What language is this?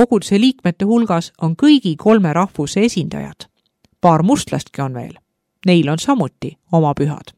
Estonian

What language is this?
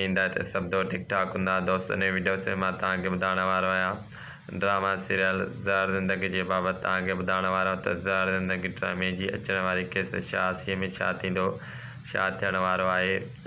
Sindhi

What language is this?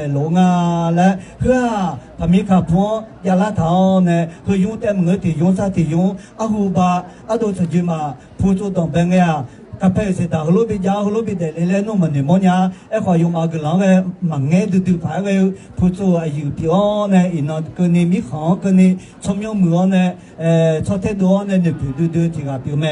Akha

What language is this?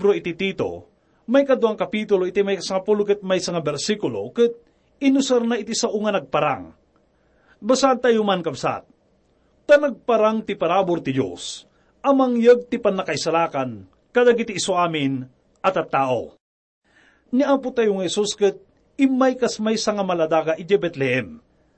Iloko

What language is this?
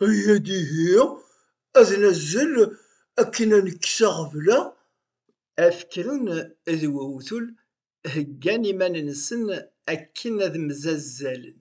Kabyle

